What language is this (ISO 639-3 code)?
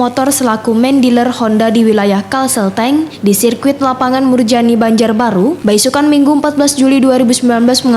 bjn